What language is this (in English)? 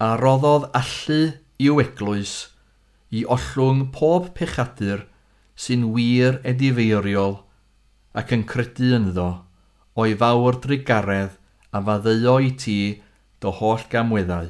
Welsh